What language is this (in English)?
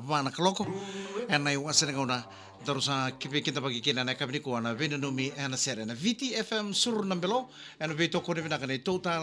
Fijian